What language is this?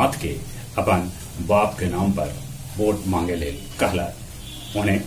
Magahi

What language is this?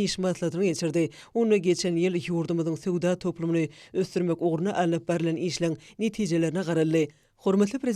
Turkmen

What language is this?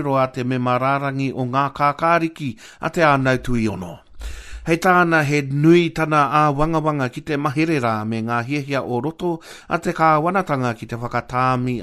Māori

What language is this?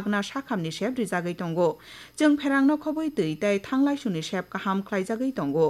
Kok Borok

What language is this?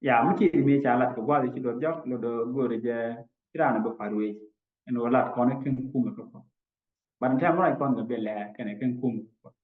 Nuer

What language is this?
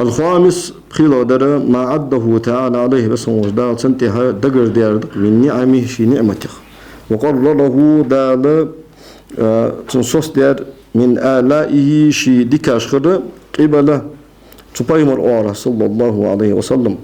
Ingush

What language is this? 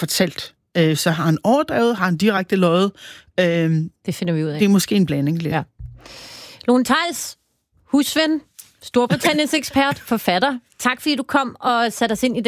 Danish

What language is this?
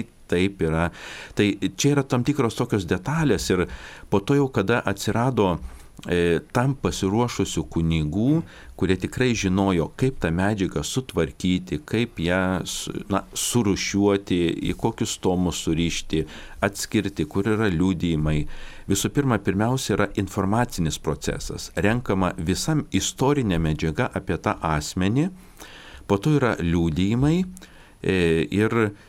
Lithuanian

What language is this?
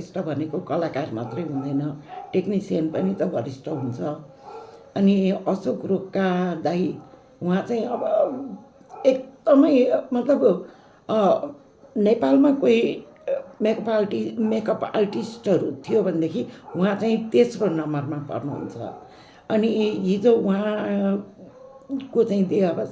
Nepali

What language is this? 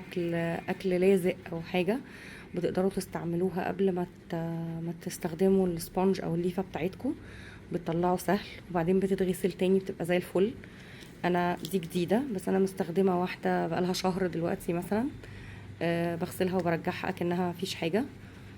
Egyptian Arabic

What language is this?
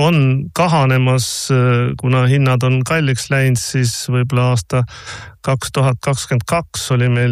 Estonian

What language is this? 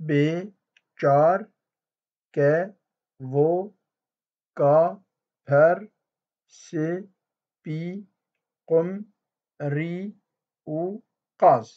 Kurdish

